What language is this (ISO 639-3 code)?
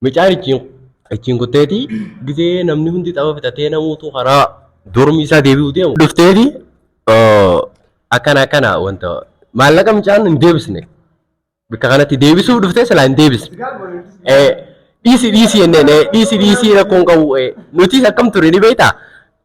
orm